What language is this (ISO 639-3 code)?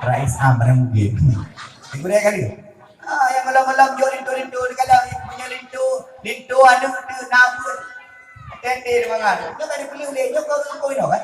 ace